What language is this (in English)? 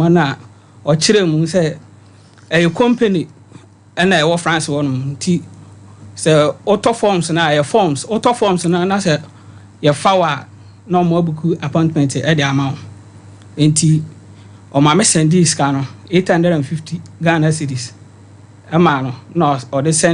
Akan